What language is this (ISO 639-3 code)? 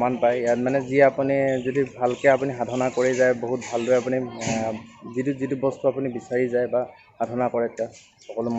asm